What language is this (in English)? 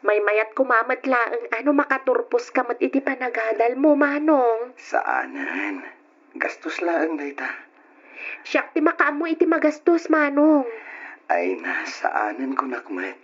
Iloko